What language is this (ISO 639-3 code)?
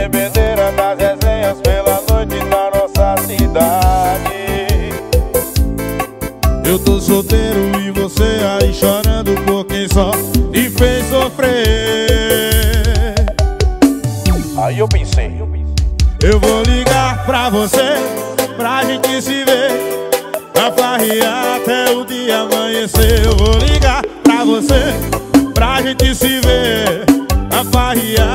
por